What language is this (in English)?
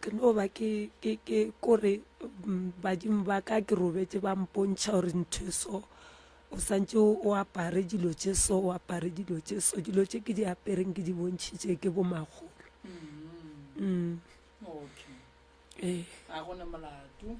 Northern Sotho